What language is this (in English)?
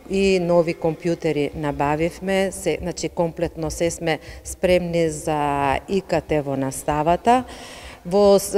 Macedonian